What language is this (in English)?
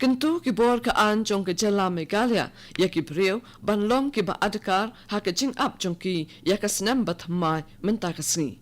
Khasi